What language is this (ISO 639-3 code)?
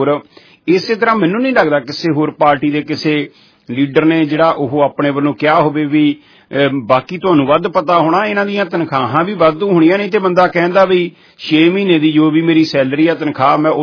pan